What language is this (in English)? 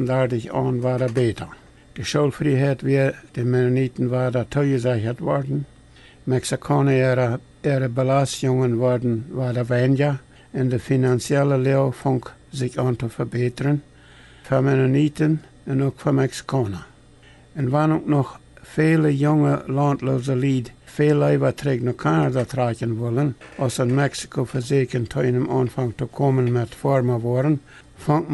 Plautdietsch